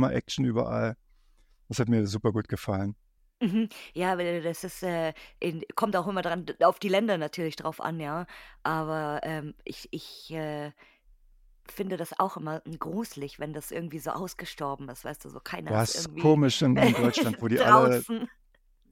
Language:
German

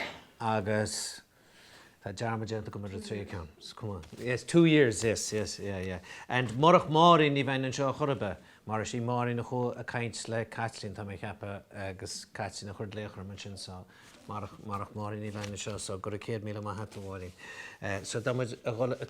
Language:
Irish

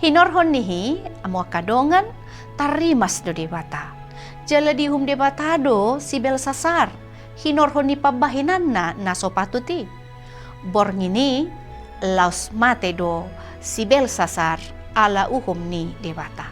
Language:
Batak Toba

